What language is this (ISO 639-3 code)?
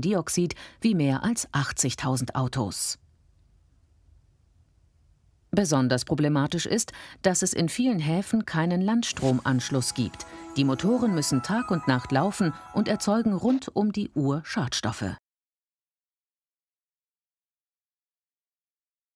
deu